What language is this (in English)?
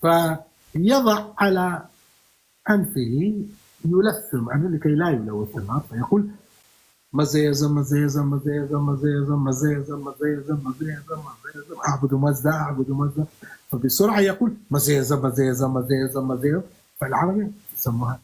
North Levantine Arabic